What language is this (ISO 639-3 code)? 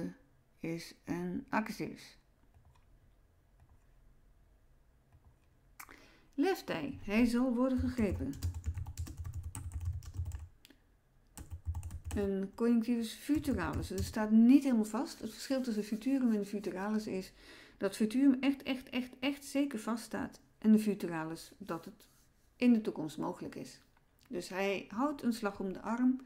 nld